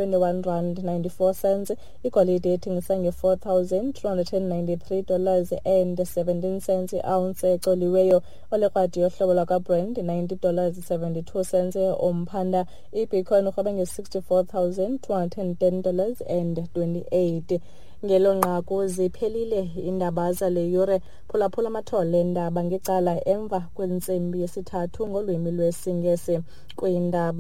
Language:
Xhosa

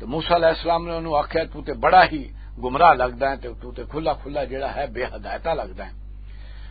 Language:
Western Panjabi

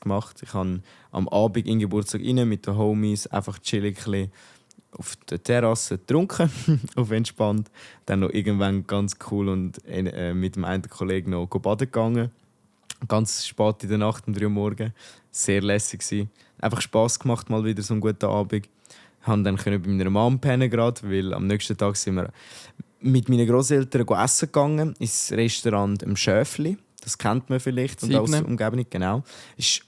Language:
Swiss German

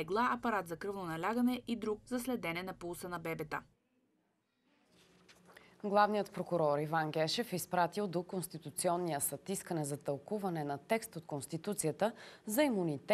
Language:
Bulgarian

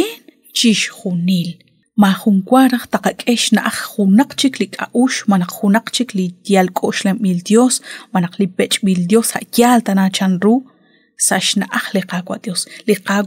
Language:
Kekchí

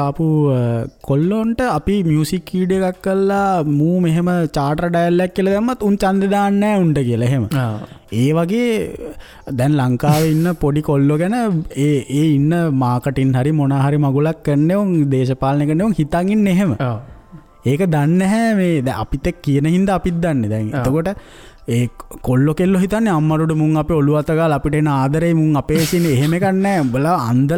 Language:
Sinhala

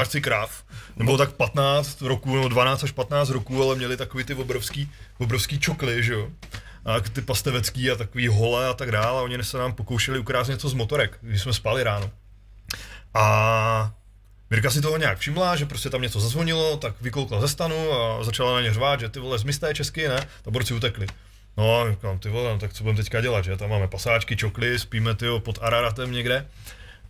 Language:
Czech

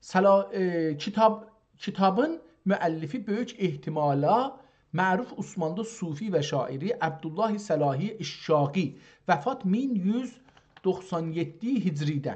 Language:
South Azerbaijani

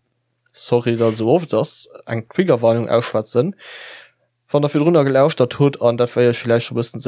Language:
Luxembourgish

